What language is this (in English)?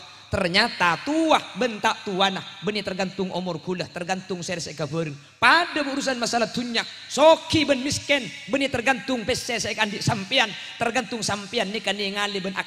Madurese